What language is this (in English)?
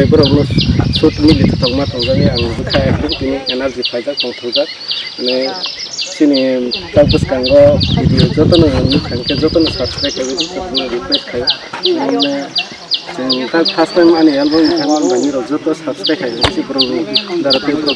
Kok Borok